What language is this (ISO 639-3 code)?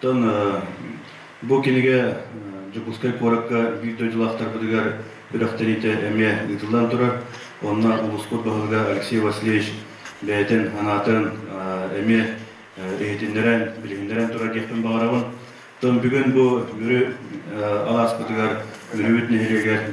sah